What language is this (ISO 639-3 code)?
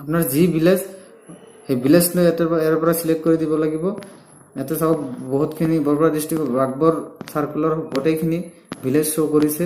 asm